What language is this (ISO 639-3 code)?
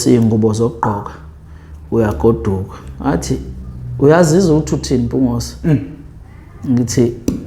zul